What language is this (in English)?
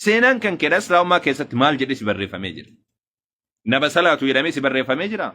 Oromo